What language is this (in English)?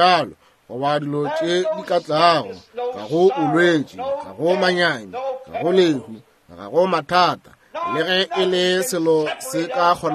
Northern Sotho